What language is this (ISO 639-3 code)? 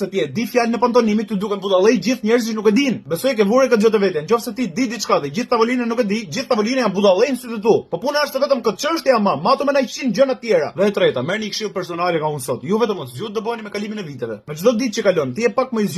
sqi